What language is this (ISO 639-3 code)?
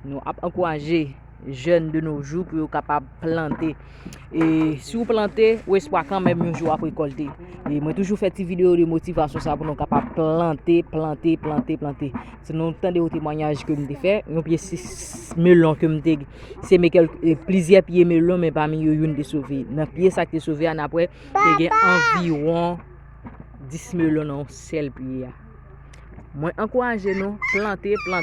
hat